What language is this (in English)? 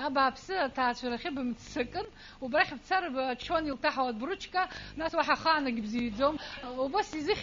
Abkhazian